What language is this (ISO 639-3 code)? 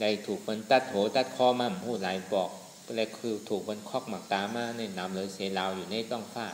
shn